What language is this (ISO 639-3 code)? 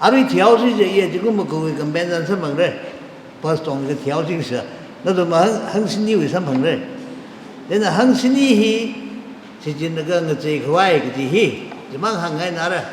nmf